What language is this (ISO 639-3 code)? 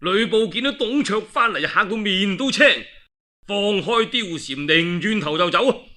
yue